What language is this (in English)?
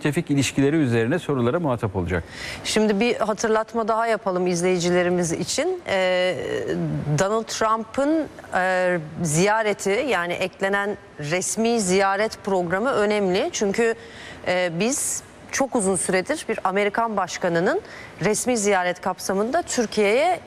Turkish